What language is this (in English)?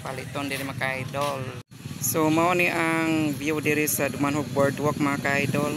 Cebuano